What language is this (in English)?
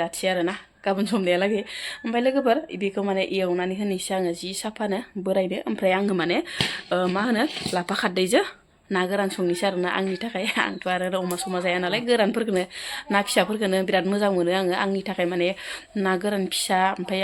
Bodo